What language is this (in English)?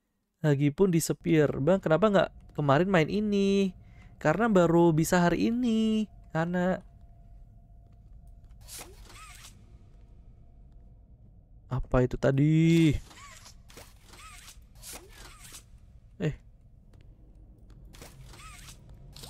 Indonesian